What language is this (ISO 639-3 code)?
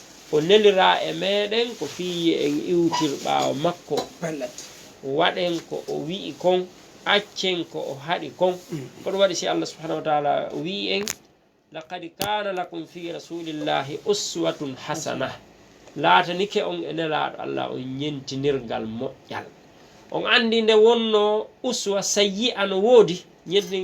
ful